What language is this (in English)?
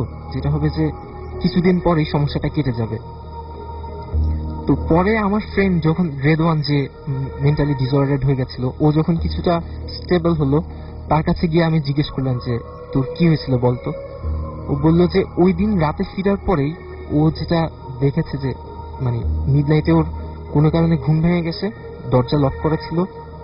Bangla